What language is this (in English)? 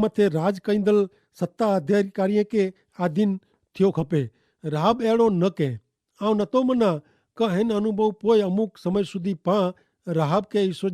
Kachhi